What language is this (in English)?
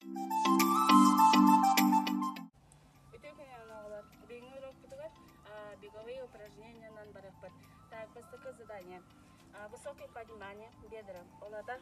Yakut